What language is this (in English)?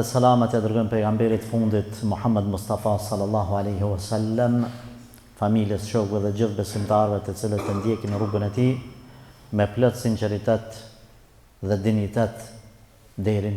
Albanian